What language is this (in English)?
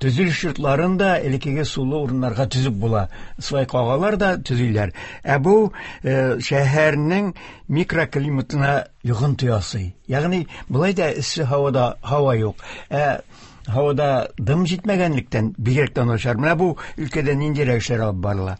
Tatar